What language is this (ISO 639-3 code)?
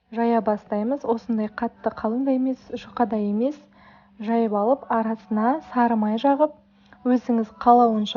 kaz